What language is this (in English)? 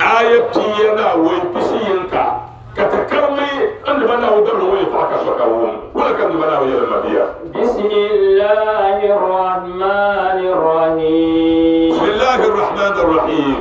Dagbani